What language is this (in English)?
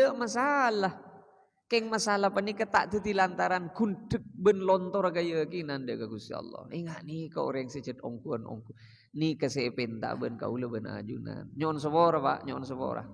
Madurese